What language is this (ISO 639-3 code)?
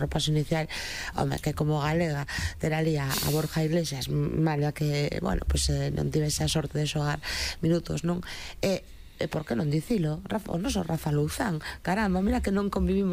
glg